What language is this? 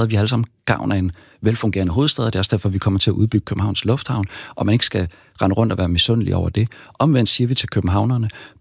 Danish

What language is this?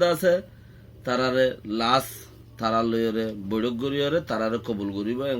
Rohingya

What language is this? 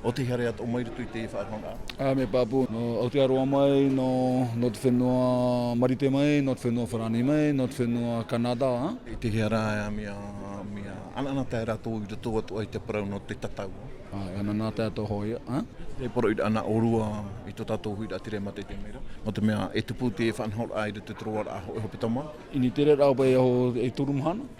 Tahitian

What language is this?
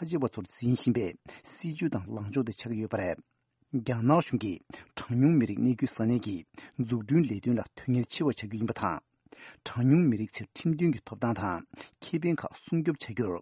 Tibetan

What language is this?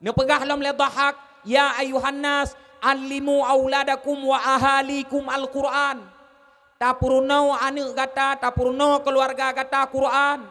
Achinese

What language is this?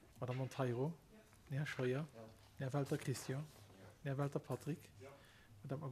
Luxembourgish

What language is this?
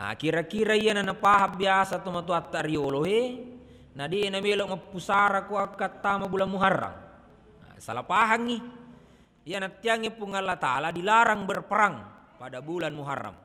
Buginese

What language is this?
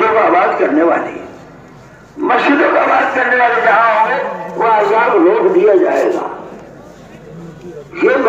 Urdu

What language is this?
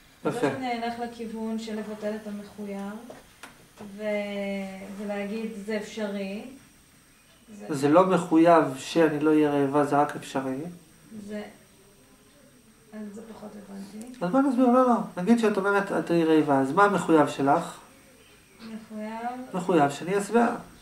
Hebrew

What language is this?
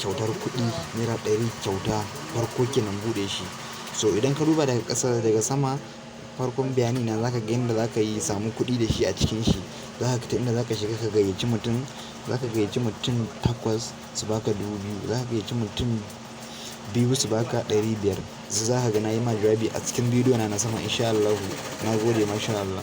Hausa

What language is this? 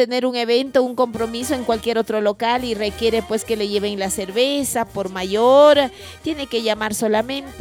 Spanish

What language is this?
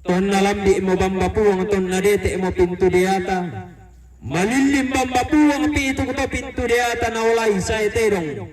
Toraja-Sa'dan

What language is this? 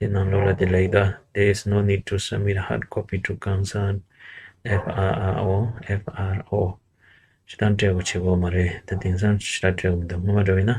Tibetan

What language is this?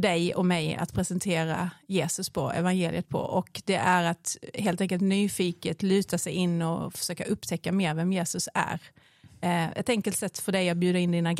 Swedish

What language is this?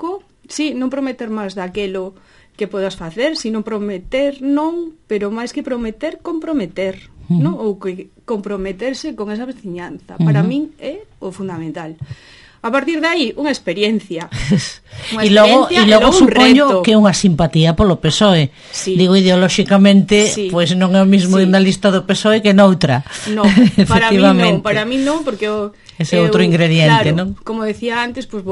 Galician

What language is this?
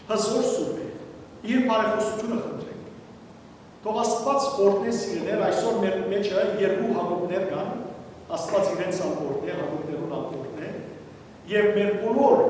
Western Armenian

